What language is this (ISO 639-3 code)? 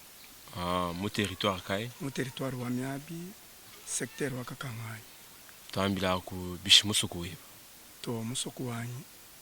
lua